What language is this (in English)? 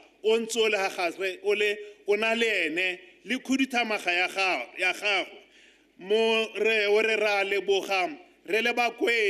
Tswana